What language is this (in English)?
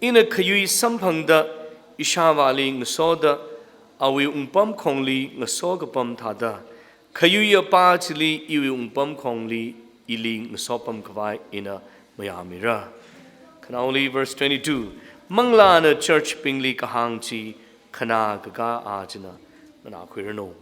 Tangkhul Naga (India)